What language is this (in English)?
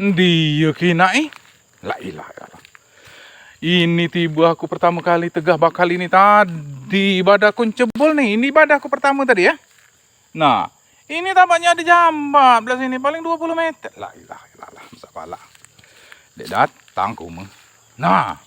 Musi